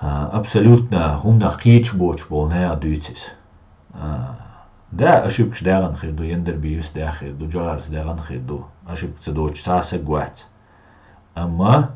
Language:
Chechen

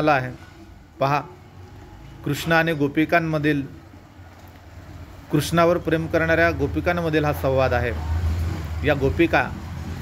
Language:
Marathi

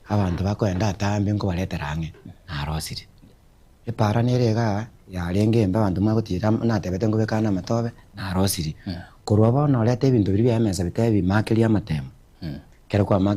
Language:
Gusii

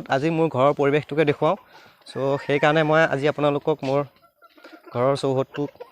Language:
Assamese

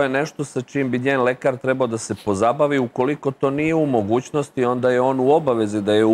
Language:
Serbian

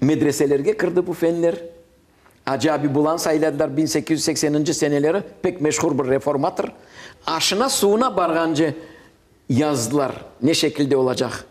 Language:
Crimean Tatar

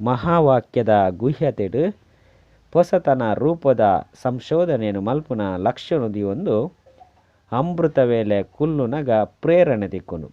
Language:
Tulu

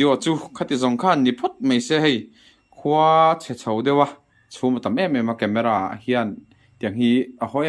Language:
Mizo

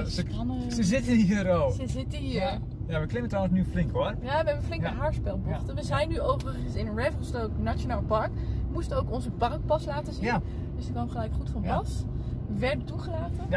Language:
Dutch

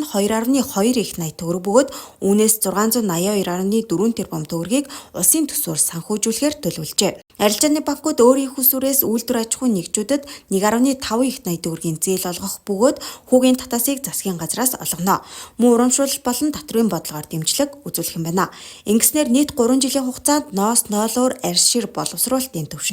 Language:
Mongolian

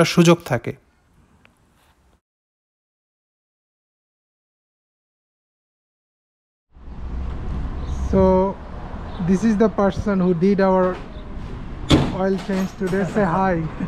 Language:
Bangla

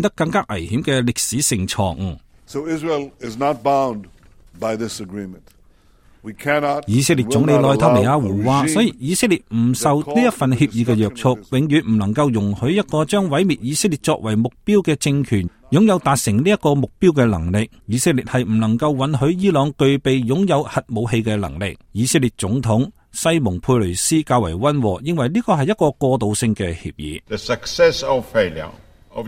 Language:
Cantonese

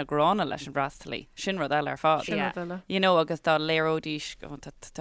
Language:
Irish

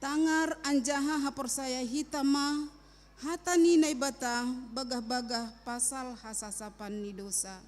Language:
Batak Simalungun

